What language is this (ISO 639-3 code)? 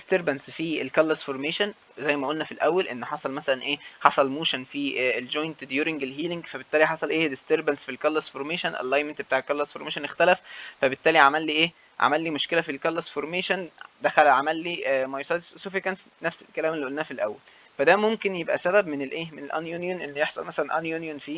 arz